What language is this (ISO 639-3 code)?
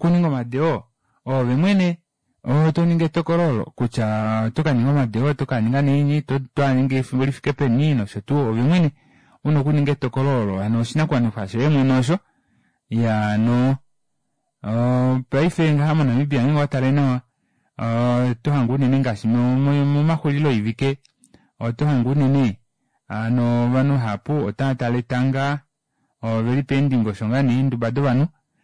kua